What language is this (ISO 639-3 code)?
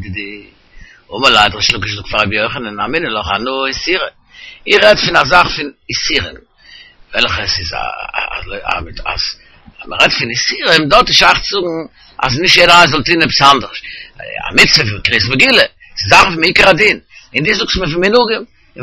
yid